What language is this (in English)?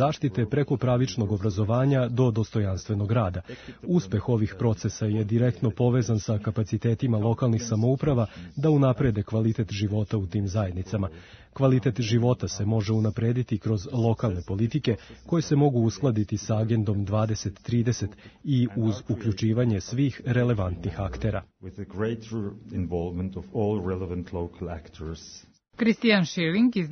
Serbian